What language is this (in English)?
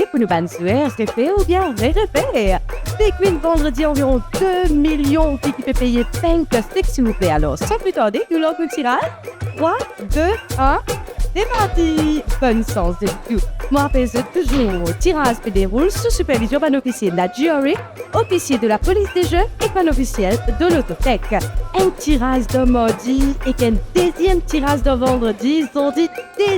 Morisyen